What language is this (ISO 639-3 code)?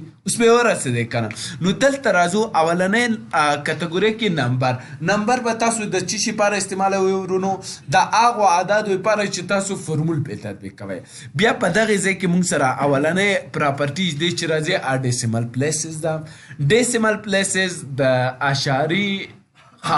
pus